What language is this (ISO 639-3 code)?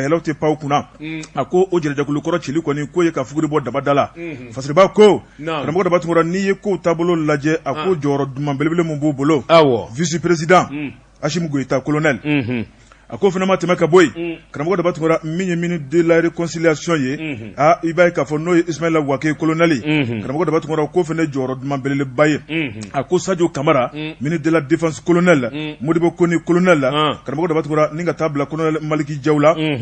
bam